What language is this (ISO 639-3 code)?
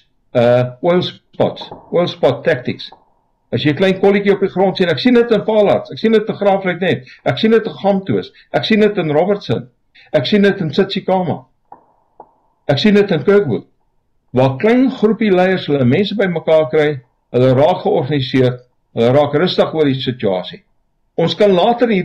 afr